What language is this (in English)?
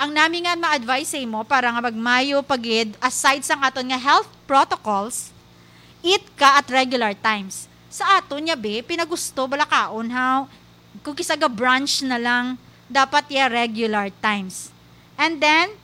Hiligaynon